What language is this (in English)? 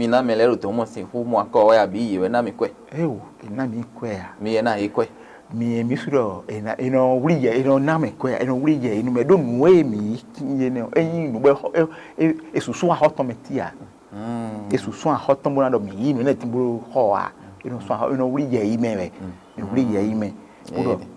Fon